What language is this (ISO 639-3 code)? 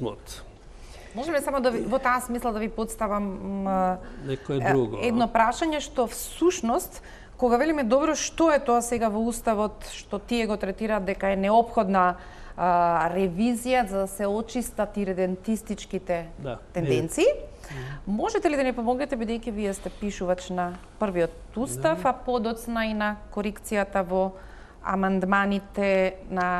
mkd